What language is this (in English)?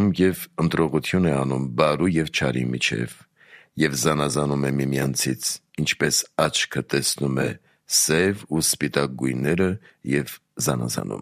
Armenian